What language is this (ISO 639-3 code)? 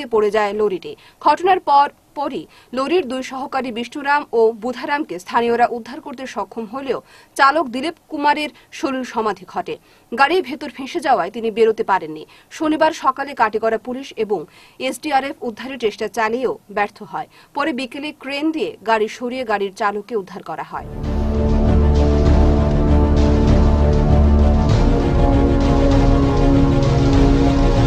ben